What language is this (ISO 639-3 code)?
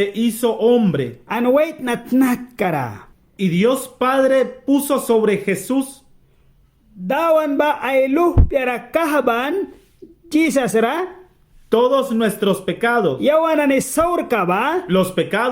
miq